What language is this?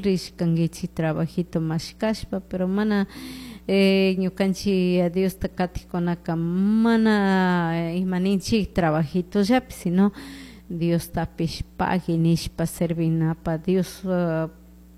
Chimborazo Highland Quichua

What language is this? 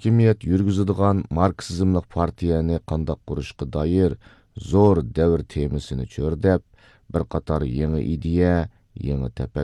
Uyghur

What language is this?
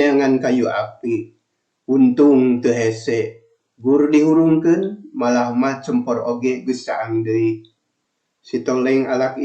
Sundanese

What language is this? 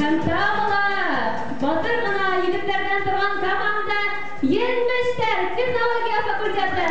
Bashkir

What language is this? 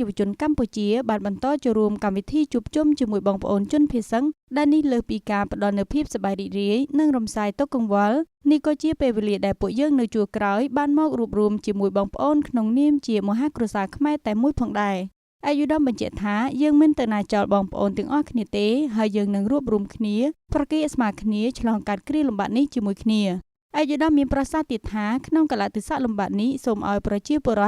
Khmer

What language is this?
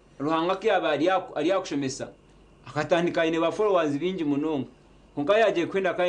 Nyankole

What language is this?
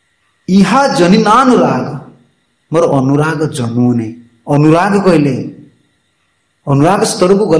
Odia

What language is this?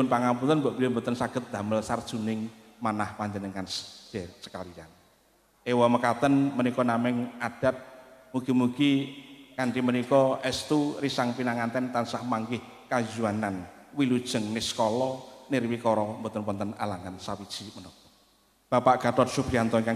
Javanese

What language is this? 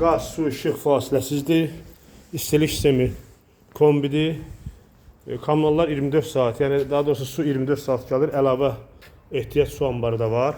Azerbaijani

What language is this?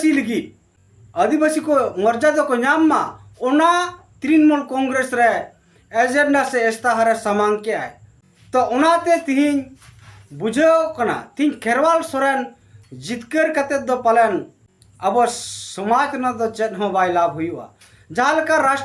Santali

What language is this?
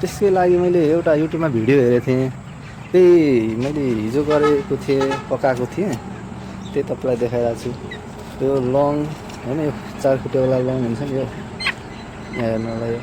Nepali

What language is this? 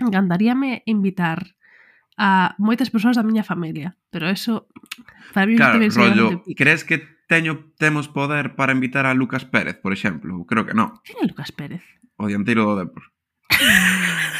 Galician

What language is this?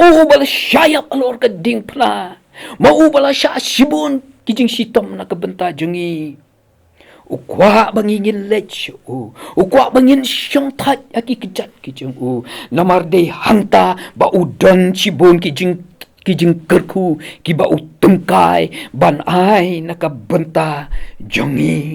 Khasi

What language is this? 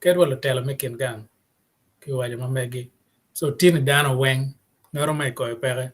Acoli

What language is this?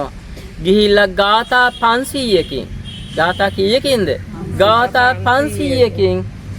Sinhala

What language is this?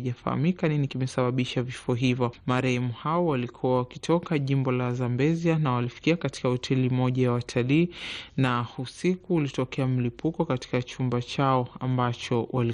Swahili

